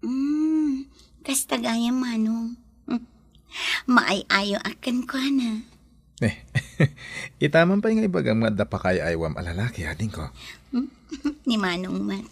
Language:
Iloko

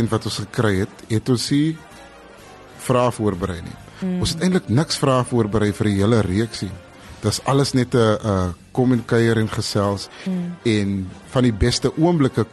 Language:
Afrikaans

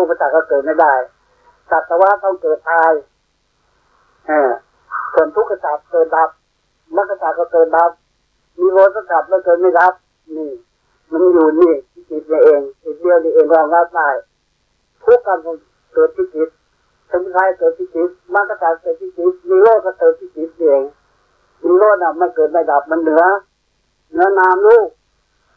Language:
Thai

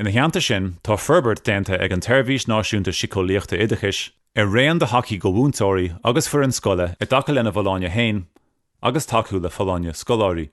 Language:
Irish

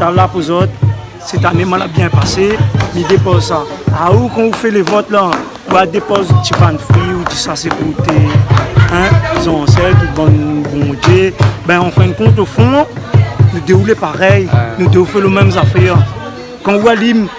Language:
Réunion Creole French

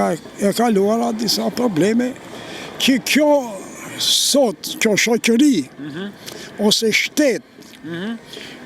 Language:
Albanian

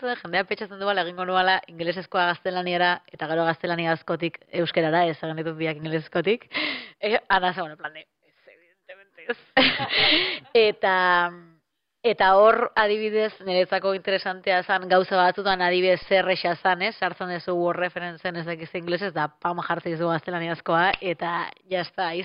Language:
Basque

